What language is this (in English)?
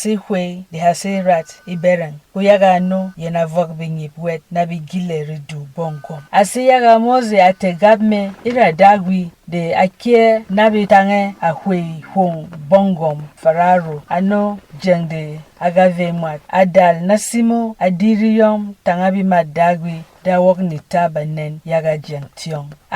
Berom